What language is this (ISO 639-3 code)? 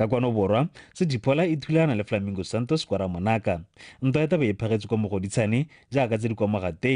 tsn